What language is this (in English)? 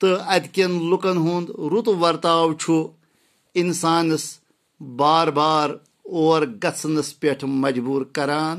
Kashmiri